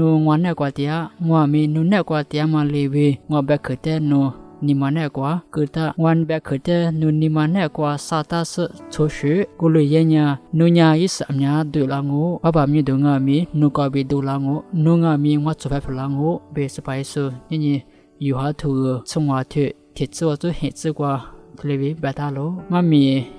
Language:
Lisu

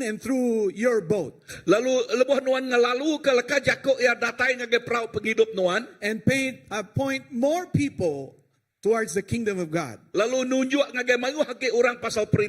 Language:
Iban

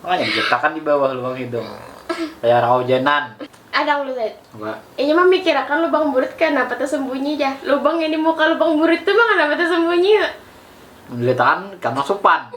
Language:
Banjar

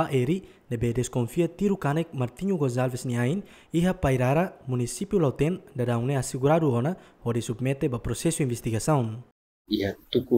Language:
Tetum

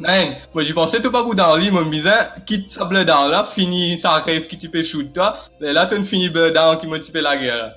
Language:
Morisyen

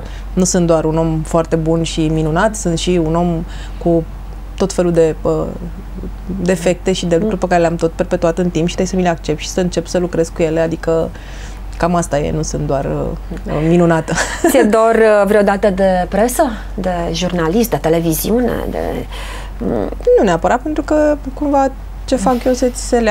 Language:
Romanian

